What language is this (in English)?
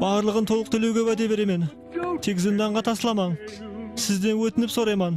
Kara-Kalpak